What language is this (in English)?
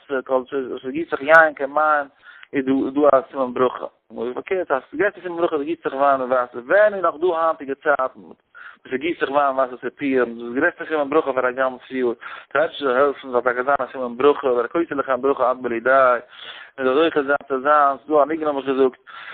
Yiddish